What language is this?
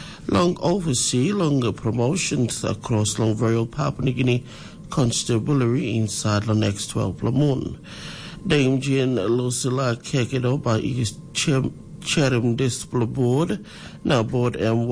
Tok Pisin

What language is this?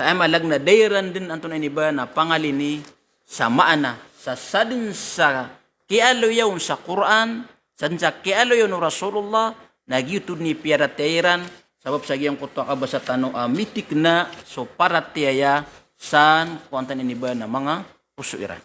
Maranao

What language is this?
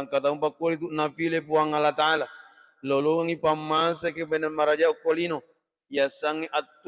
Buginese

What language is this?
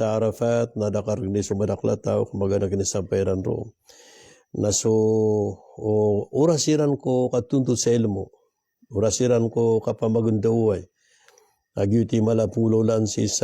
Maranao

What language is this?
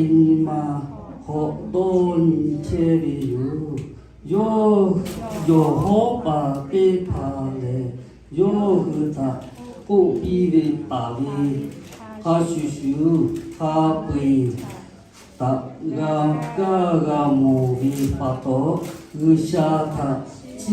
Lahu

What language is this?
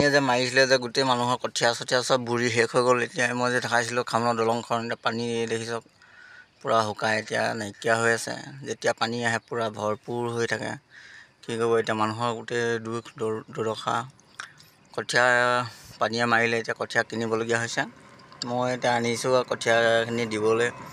Assamese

